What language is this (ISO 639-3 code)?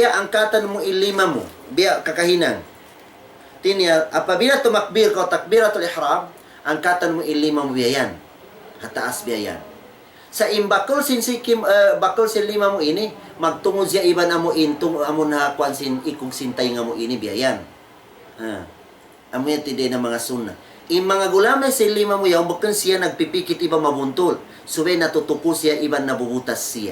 tsg